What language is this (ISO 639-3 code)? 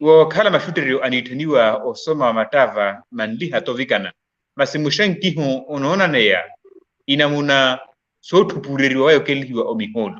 vmw